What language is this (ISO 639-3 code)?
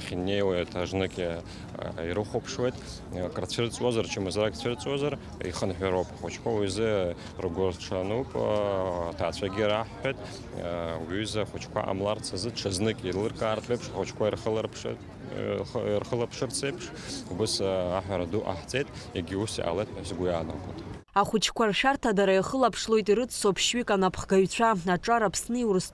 abk